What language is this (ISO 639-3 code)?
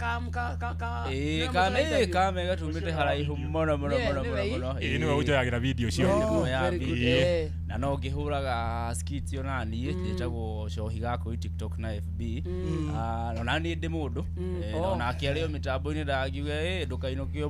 kik